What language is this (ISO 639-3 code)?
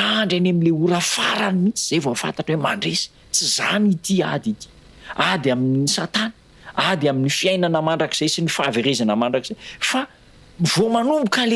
mlg